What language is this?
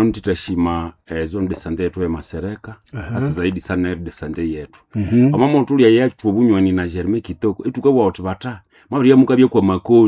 Nande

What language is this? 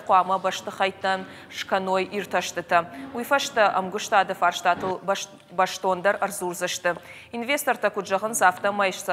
Ossetic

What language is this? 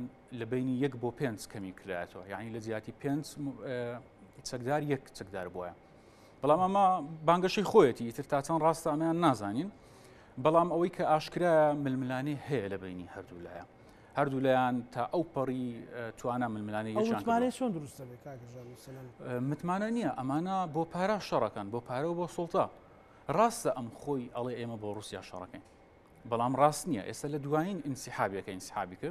Central Kurdish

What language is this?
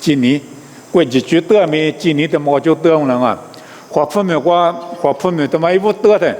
Lisu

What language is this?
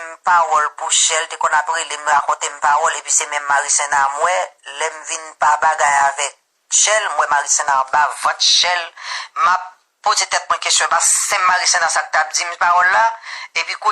Haitian Creole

